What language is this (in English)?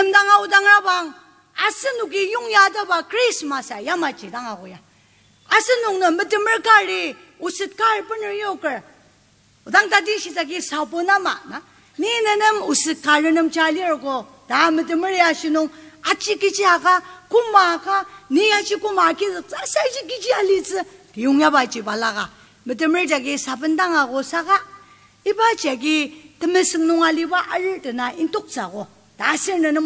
Ao Naga